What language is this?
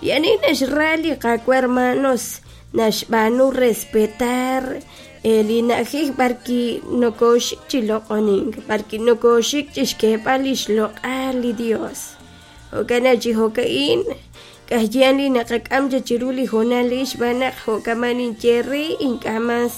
Kekchí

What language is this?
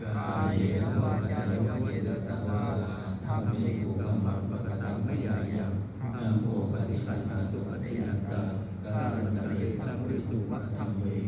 Pali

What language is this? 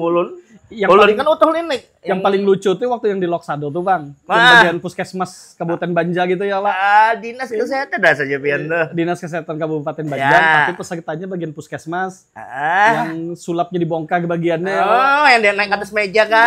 Banjar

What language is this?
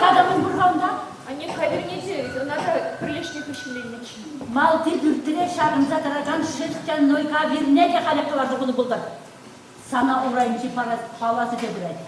Chuvash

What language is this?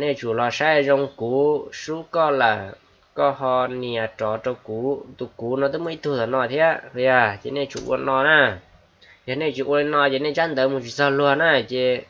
Hmong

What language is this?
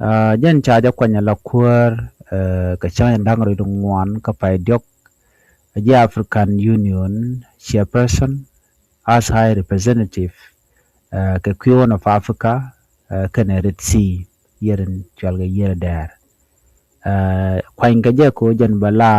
Nuer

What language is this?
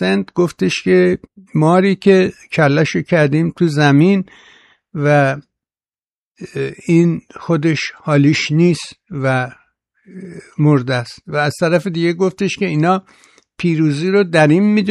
Persian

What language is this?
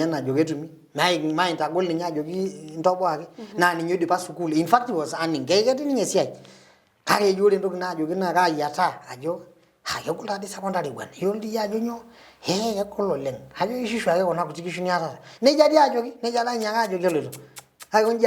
Masai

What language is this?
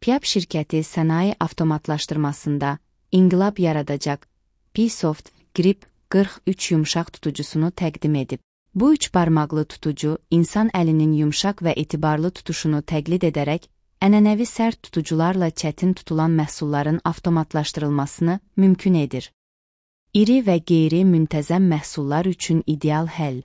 Azerbaijani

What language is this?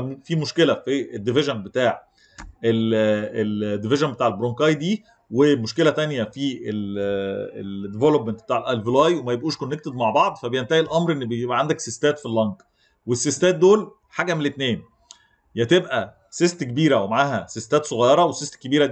Egyptian Arabic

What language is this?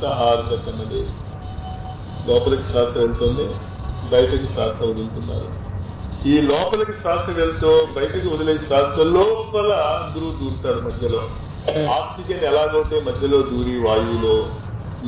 Telugu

